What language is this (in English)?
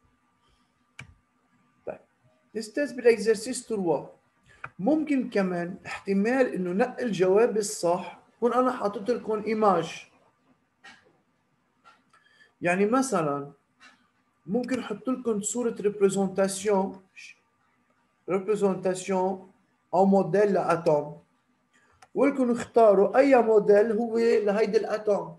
North Levantine Arabic